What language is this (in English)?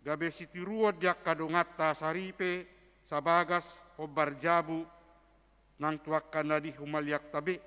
Batak Toba